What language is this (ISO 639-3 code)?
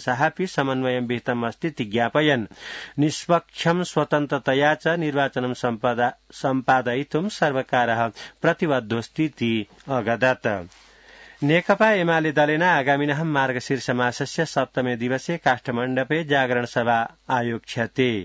san